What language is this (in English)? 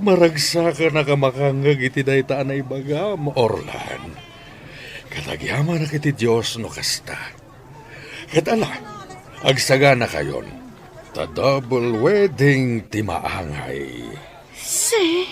Iloko